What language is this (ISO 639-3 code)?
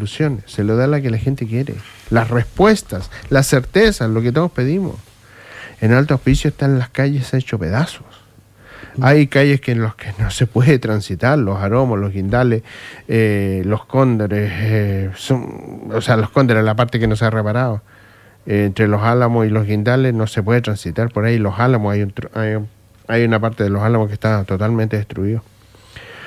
spa